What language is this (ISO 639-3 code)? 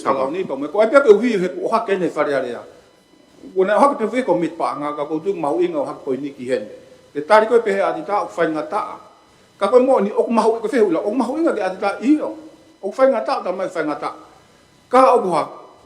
ton